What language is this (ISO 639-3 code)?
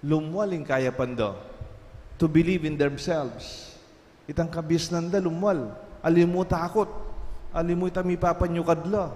pam